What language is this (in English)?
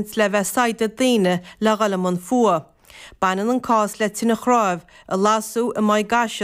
Irish